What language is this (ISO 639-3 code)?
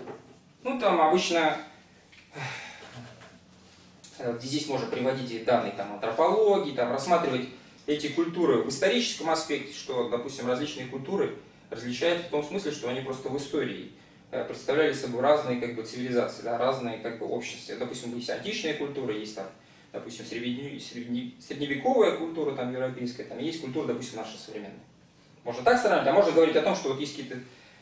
rus